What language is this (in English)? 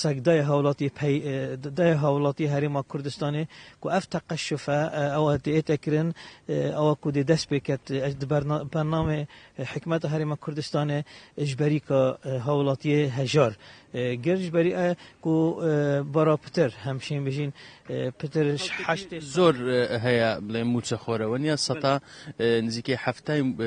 Kurdish